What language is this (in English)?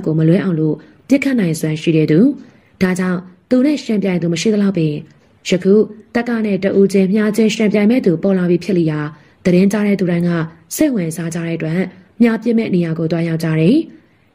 Burmese